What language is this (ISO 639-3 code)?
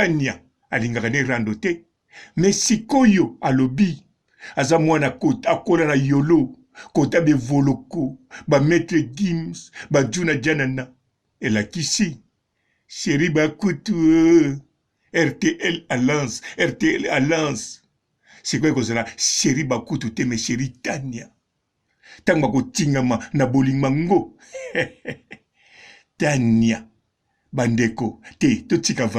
lin